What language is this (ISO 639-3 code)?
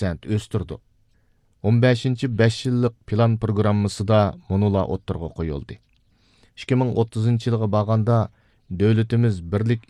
uig